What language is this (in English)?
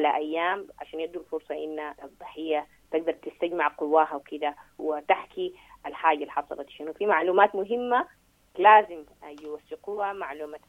Sudanese Arabic